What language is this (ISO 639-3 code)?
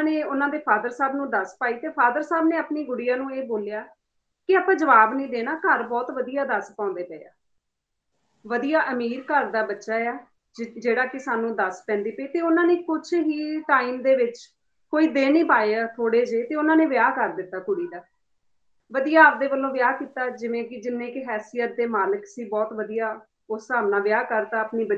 pan